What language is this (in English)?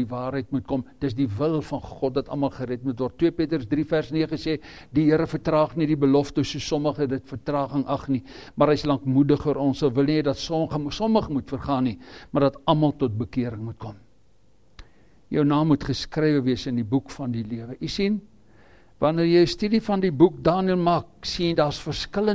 Afrikaans